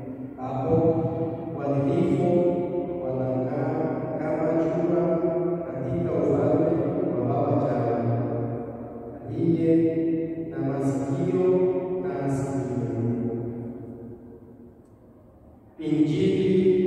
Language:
Swahili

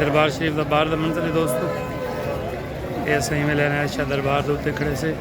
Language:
Saraiki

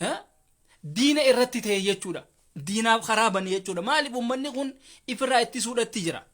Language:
Oromo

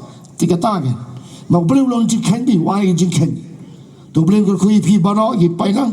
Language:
Khasi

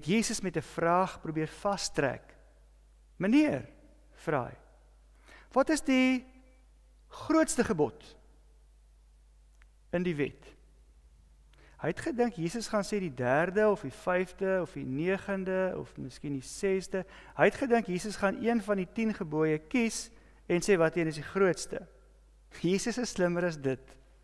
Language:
Afrikaans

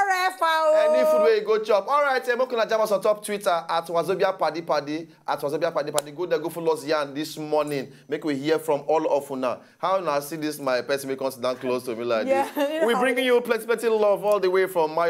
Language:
Nigerian Pidgin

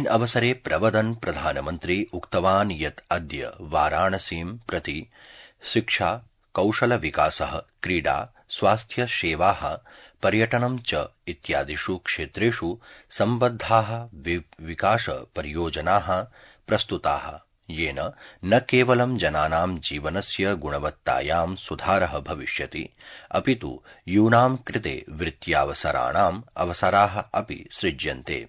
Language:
Sanskrit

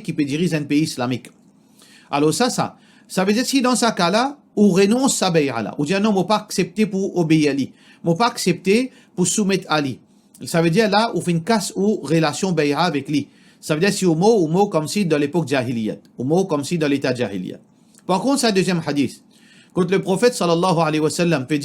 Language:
Morisyen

